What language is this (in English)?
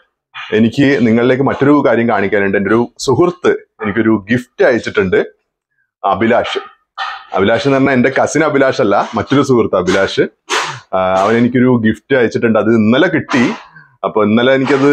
Malayalam